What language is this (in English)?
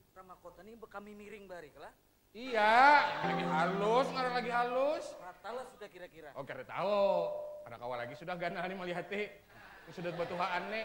Banjar